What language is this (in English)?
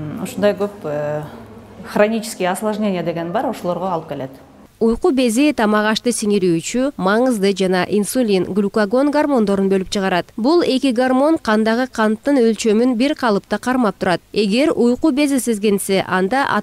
Kyrgyz